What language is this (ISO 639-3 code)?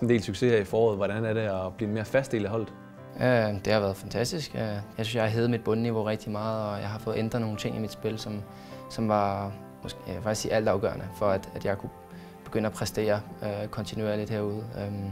dan